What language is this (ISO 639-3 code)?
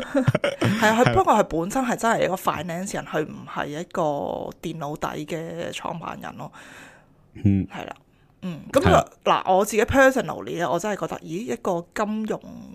yue